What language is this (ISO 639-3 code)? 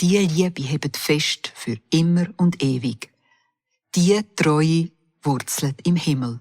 gsw